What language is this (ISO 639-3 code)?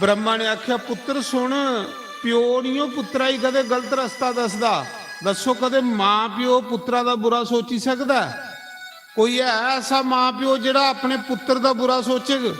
doi